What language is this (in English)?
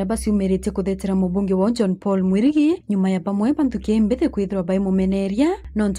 Meru